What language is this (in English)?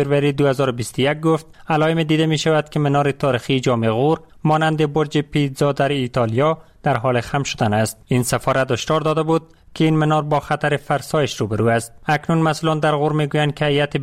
Persian